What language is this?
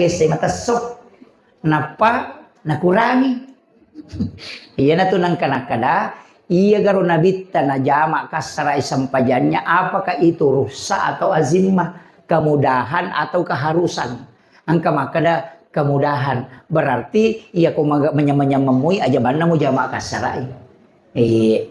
Buginese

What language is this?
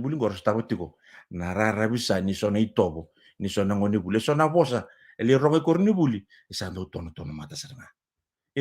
Fijian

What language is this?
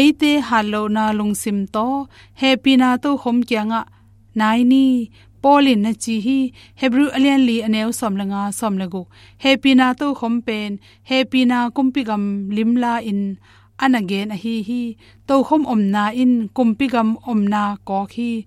Tedim Chin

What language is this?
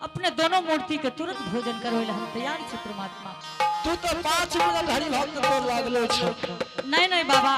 Angika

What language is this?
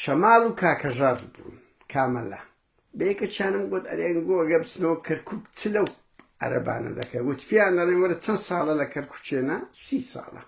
Central Kurdish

